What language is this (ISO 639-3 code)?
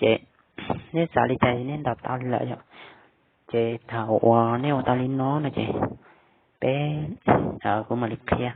hmn